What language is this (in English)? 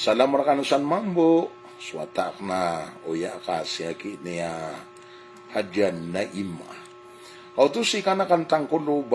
Maranao